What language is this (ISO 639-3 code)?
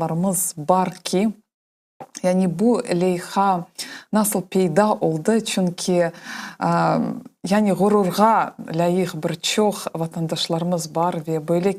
crh